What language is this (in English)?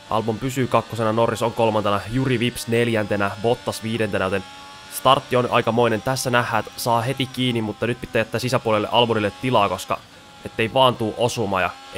Finnish